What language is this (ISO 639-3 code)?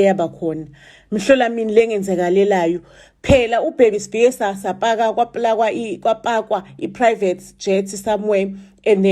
zul